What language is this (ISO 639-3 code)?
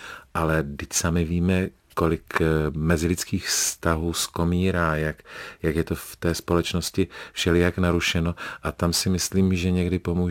ces